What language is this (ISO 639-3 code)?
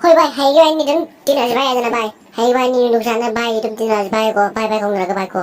mni